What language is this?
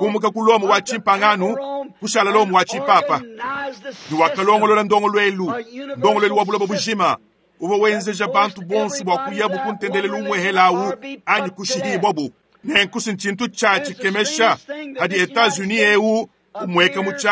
Luba-Lulua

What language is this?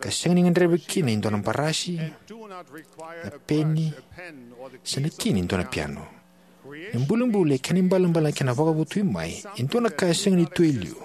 Fijian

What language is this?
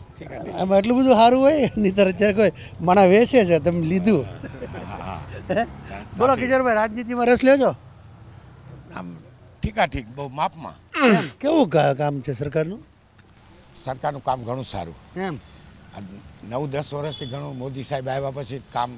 Gujarati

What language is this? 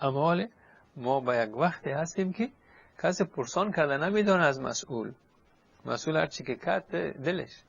Persian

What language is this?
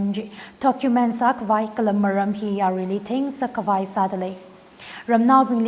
Tangkhul Naga (India)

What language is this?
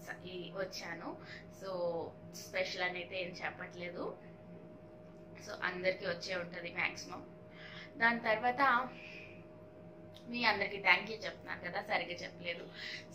Telugu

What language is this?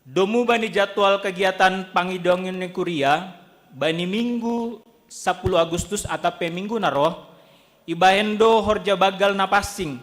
Batak Simalungun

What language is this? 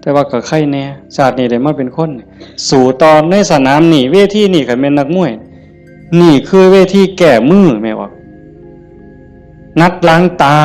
Northeastern Thai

